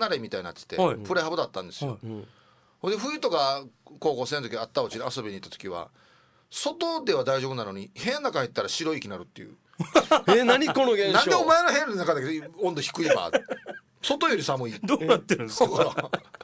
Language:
Japanese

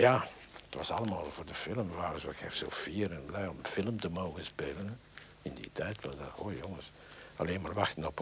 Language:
Dutch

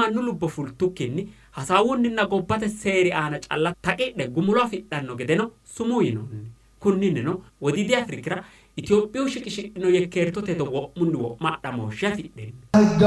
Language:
Sidamo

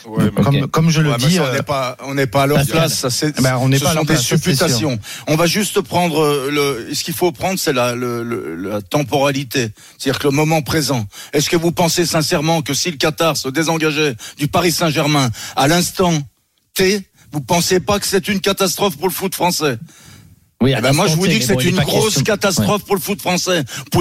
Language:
French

